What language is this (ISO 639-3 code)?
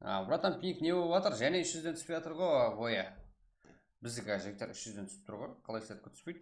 kaa